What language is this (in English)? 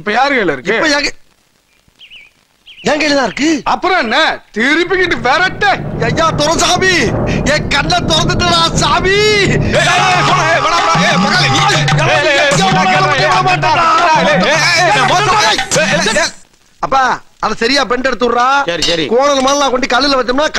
Tamil